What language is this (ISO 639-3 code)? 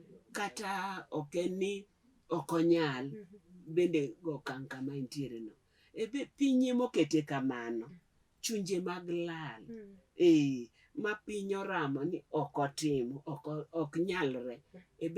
luo